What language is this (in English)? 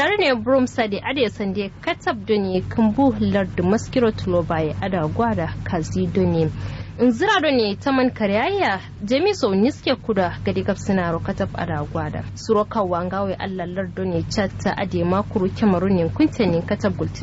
Kanuri